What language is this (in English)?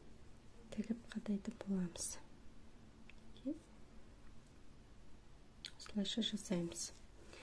Kazakh